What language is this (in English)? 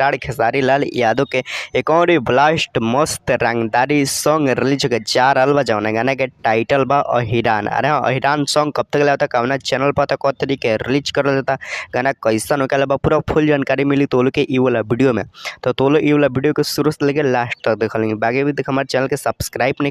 Bhojpuri